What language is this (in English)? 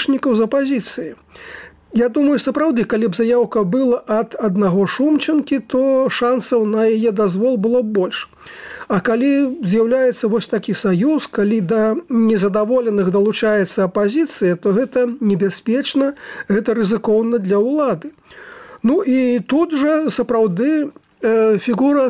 Belarusian